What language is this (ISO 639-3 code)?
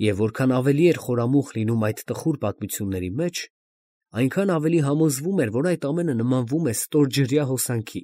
hye